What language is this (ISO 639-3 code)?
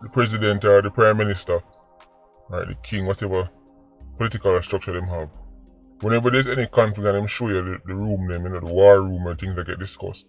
jam